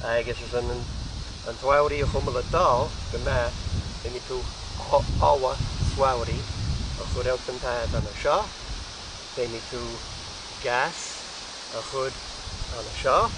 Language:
Scottish Gaelic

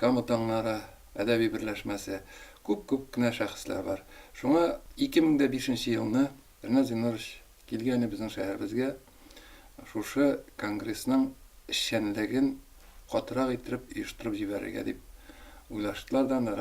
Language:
Tatar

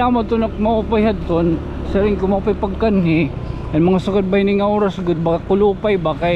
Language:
Waray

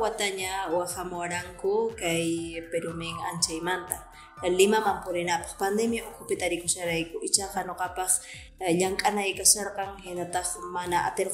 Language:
Quechua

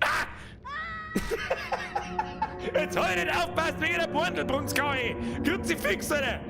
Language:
Bavarian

